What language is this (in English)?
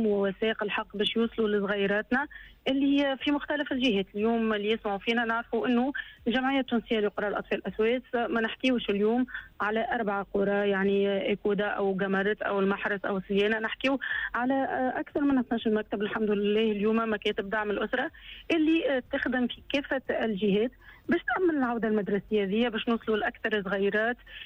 Tunisian Arabic